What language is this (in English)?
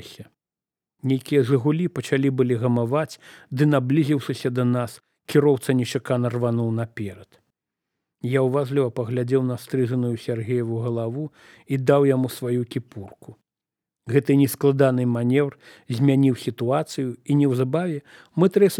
Belarusian